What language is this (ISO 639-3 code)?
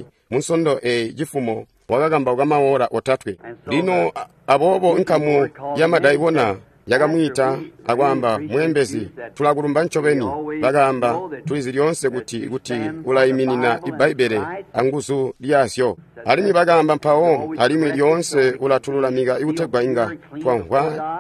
toi